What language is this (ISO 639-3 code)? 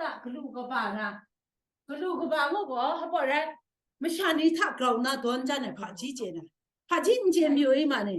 kac